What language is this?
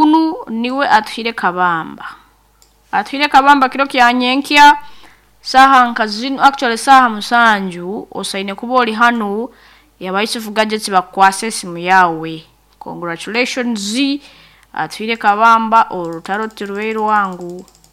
Nyankole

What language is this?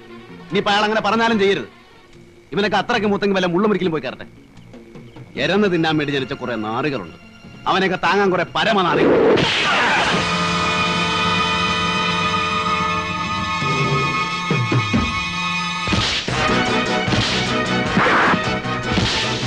Malayalam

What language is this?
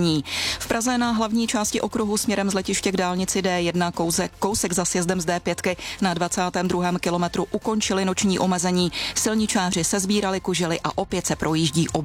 Czech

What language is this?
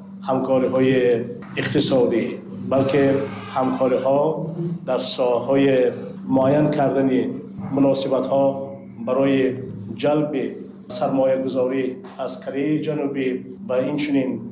Tajik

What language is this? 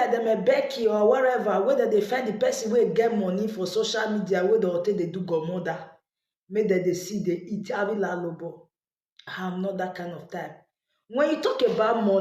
Nigerian Pidgin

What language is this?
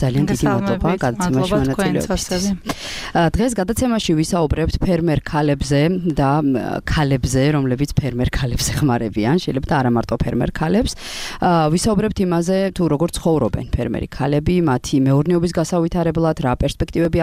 Georgian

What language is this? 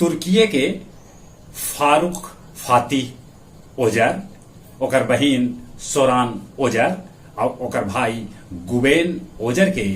Magahi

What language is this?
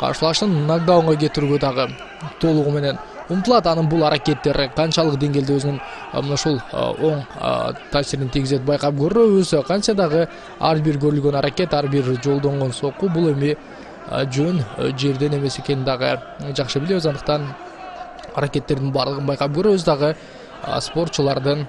Kyrgyz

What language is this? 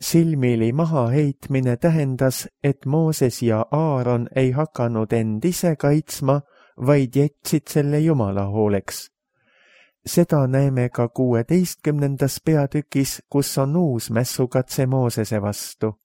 Estonian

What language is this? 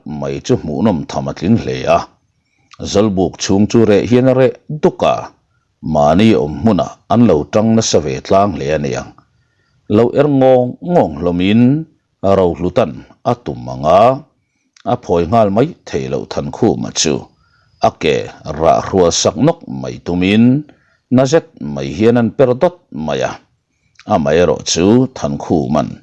Mizo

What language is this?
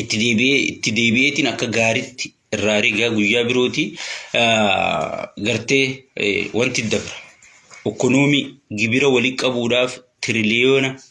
Oromo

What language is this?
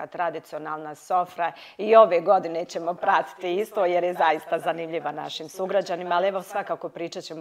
Bosnian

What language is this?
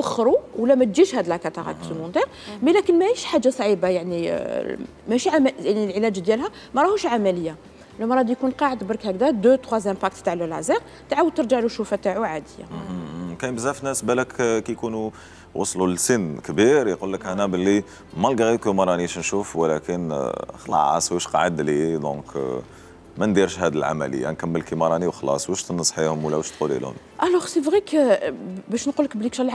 Algerian Arabic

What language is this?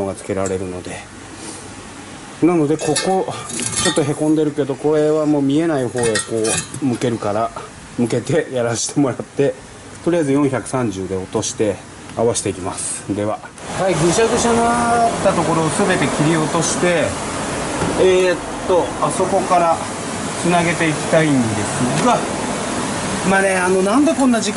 Japanese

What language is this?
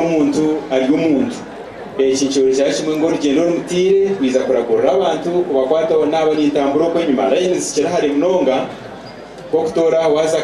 Nyankole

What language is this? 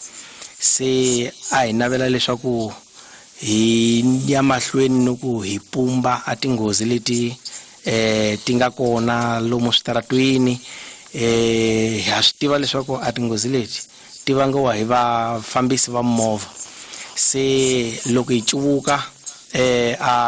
Tsonga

